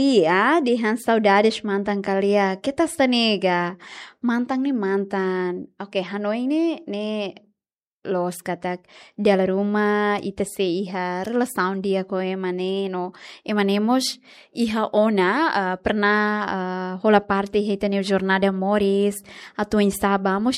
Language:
Tetum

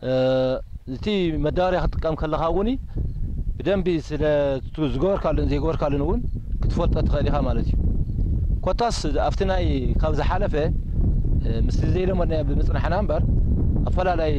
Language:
Tigrinya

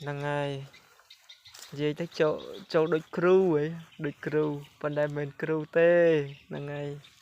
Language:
Khmer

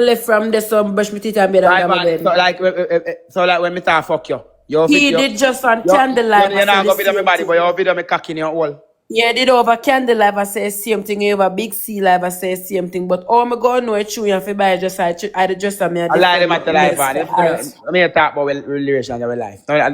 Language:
Jamaican Creole English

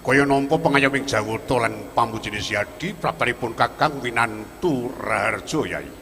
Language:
Javanese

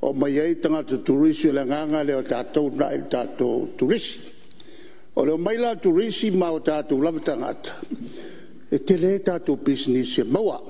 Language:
Samoan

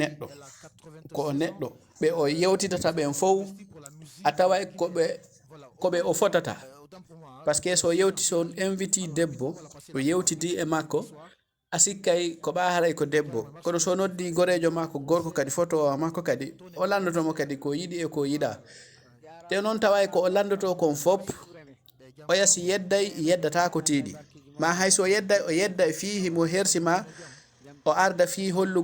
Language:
Fula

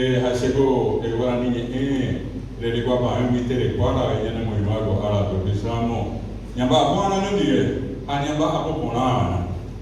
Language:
Guarani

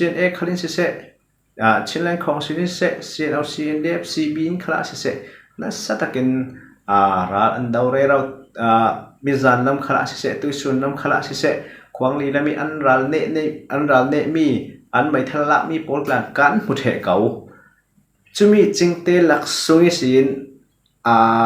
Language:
Falam Chin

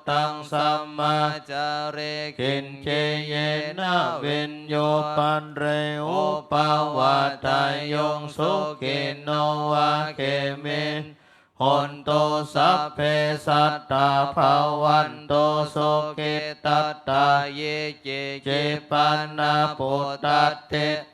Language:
Pali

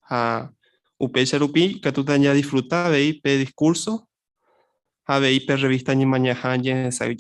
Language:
Guarani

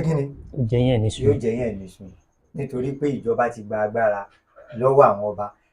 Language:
Yoruba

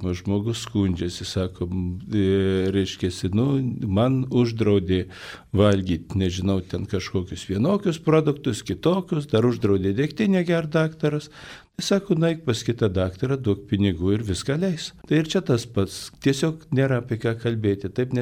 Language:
Lithuanian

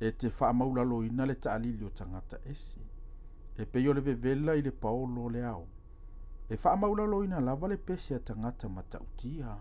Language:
Samoan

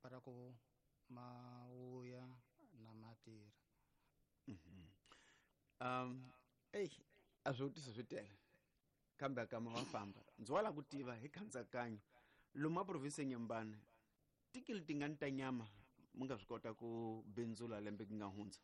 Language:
Tsonga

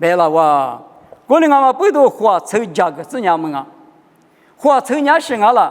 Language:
Lisu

